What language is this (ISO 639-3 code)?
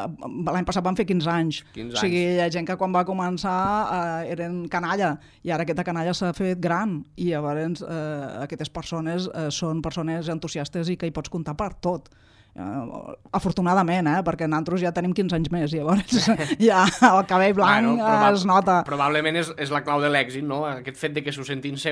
cat